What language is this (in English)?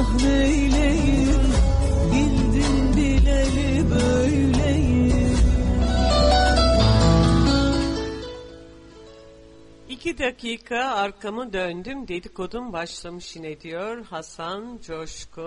Turkish